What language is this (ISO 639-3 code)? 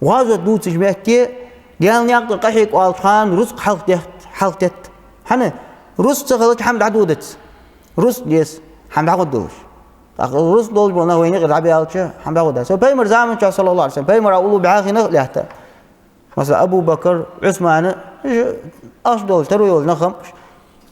inh